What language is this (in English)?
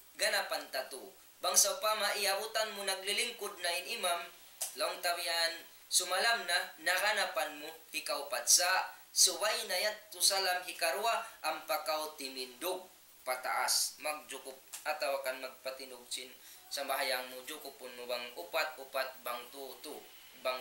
Tausug